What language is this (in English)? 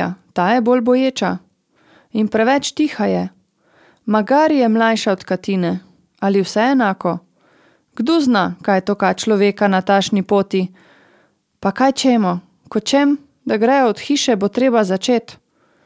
Slovenian